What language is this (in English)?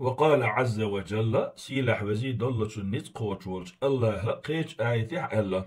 Chechen